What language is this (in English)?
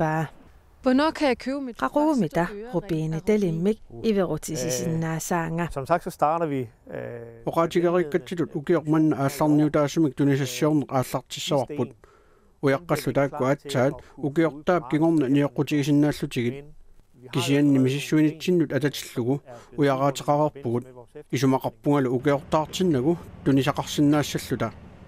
Kalaallisut